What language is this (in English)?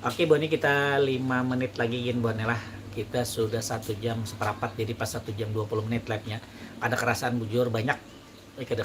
Banjar